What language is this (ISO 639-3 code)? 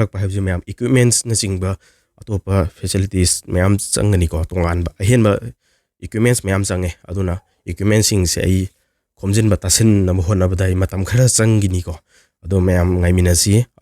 mni